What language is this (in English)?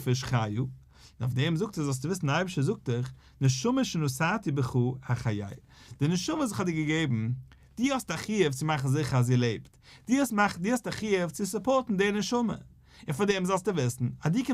Yiddish